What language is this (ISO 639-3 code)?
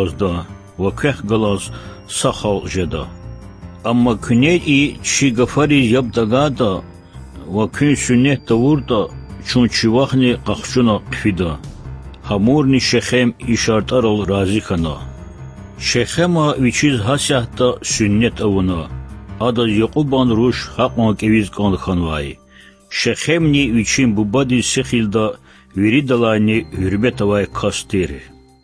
lez